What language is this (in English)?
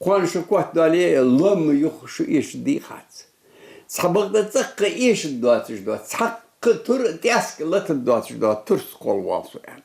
Ingush